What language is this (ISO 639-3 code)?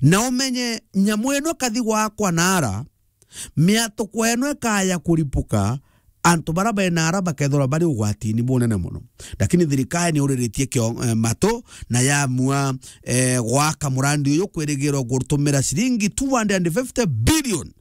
mer